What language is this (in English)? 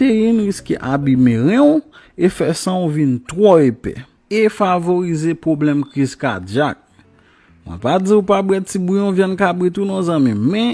Haitian Creole